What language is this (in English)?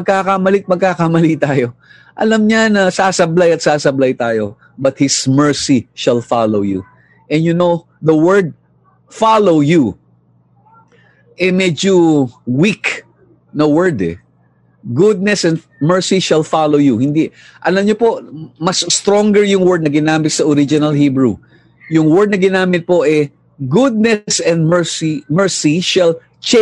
Filipino